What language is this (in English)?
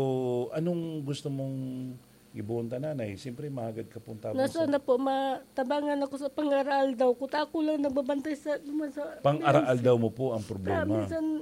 Bikol